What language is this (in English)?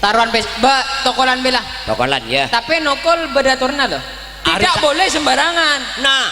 Madurese